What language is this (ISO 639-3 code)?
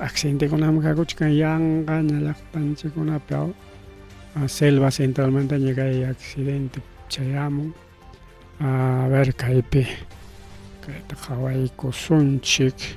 quy